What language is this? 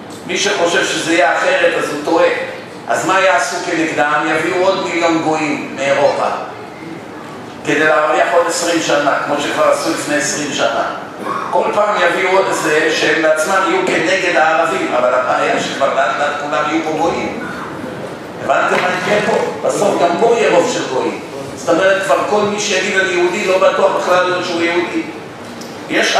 Hebrew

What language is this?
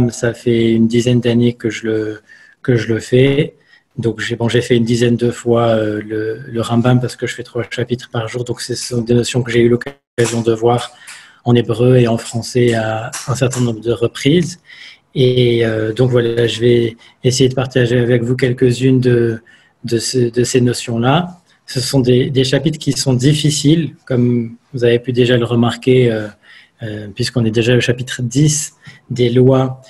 French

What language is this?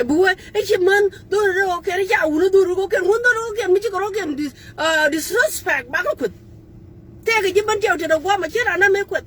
Nuer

